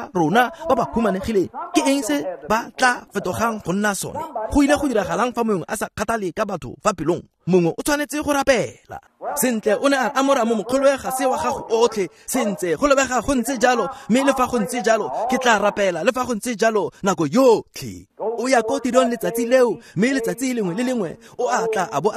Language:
Tswana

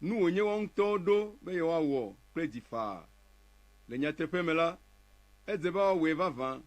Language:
Ewe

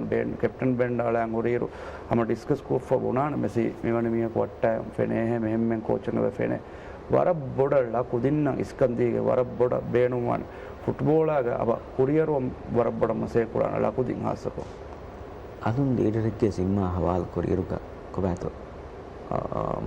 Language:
Divehi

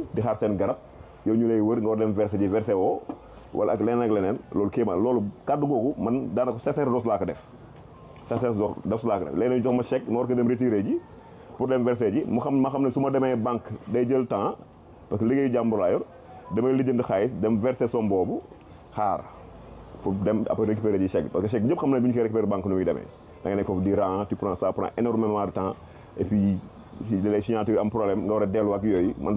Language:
Wolof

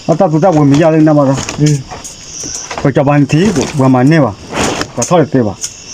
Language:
S'gaw Karen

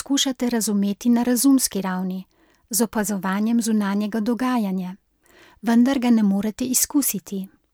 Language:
Slovenian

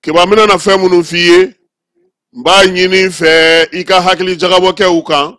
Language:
Bambara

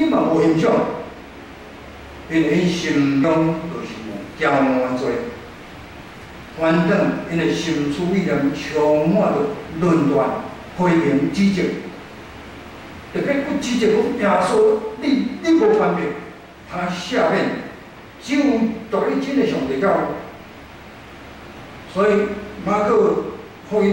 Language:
Min Nan Chinese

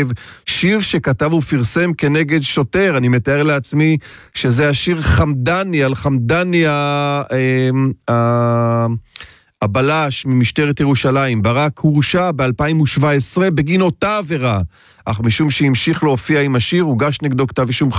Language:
Hebrew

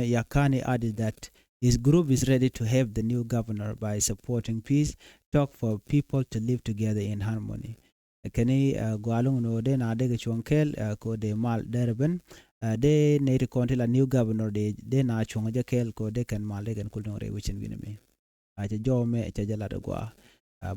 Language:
Nuer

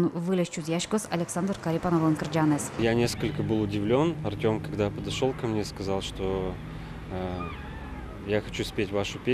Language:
Udmurt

